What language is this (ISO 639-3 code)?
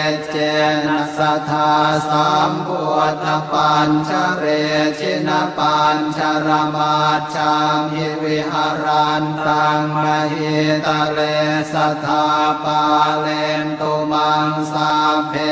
pli